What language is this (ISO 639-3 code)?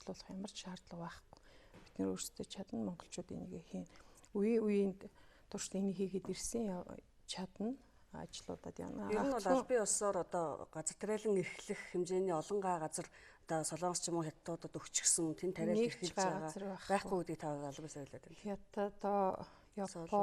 mon